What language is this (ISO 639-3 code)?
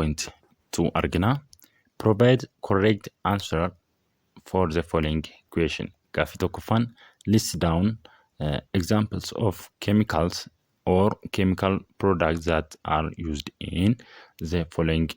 orm